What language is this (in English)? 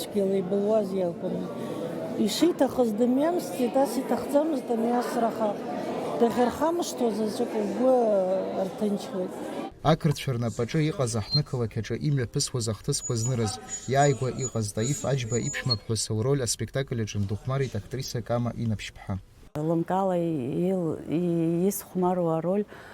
Abkhazian